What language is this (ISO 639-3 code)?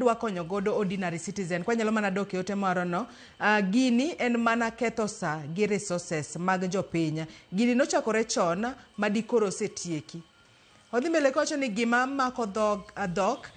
luo